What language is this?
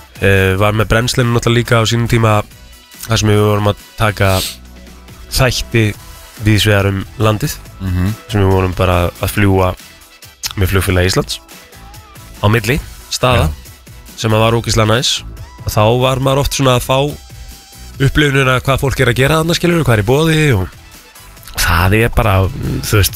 Icelandic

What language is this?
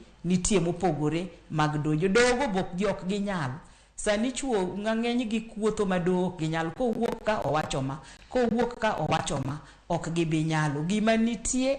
Luo (Kenya and Tanzania)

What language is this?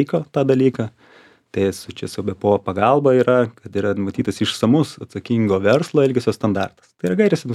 Lithuanian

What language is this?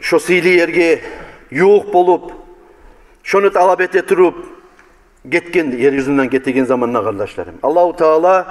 Kumyk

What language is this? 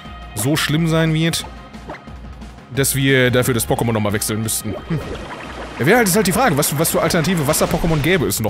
German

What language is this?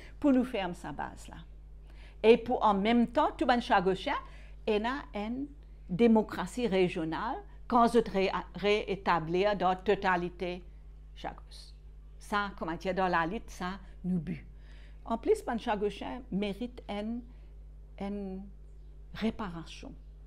Morisyen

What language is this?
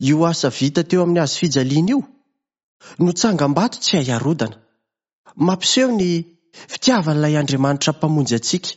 Malagasy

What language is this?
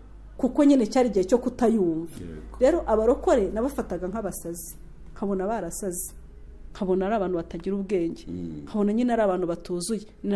Kinyarwanda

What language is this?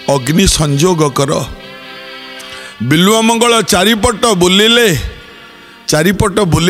Odia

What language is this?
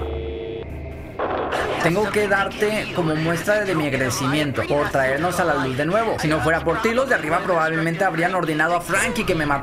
Spanish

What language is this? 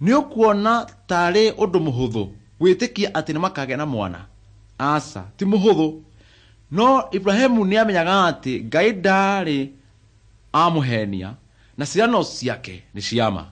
Kikuyu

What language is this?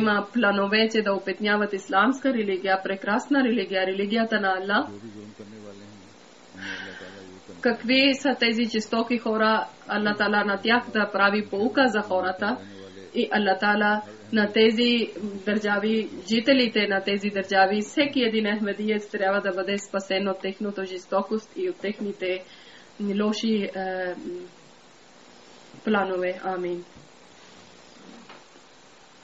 Bulgarian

